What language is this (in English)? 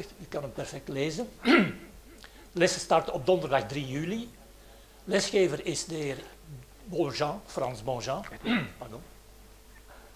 Dutch